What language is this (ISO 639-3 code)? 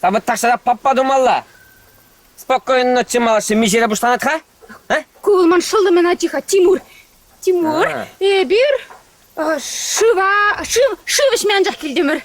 chv